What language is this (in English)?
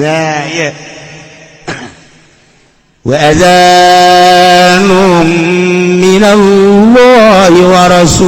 Sundanese